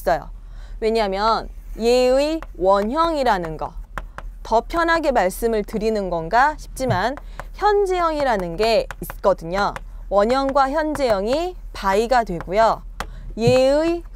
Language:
Korean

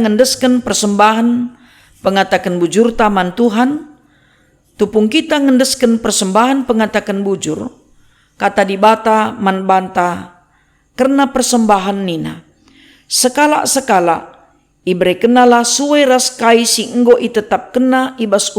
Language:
Batak Karo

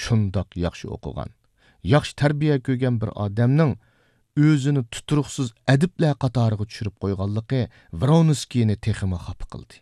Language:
Uyghur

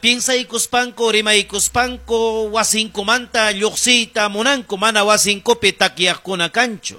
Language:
Ayacucho Quechua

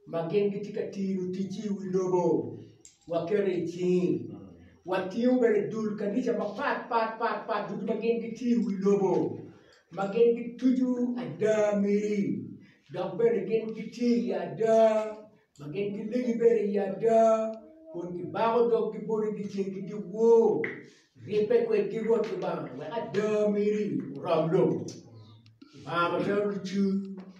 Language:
Acoli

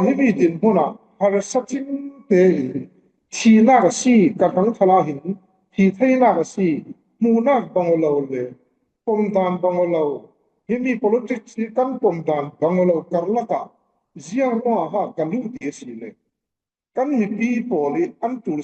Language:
Falam Chin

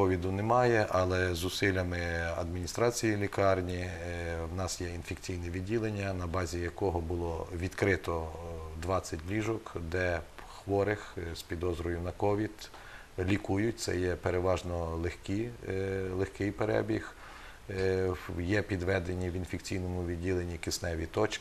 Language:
Ukrainian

